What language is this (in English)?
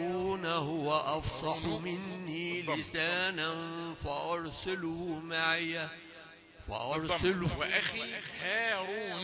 Arabic